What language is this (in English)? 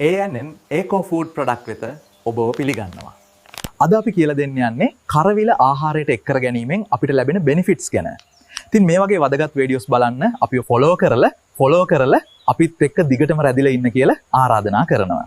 Sinhala